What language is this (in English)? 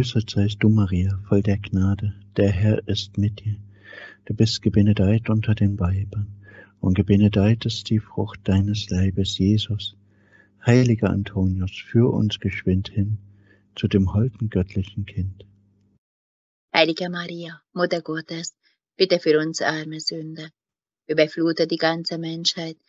German